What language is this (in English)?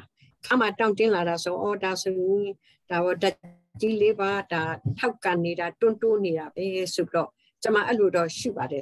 Burmese